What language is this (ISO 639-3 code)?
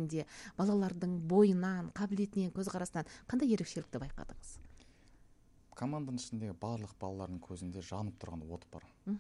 kaz